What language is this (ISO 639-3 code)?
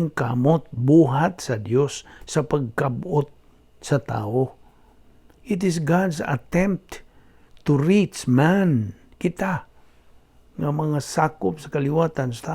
ceb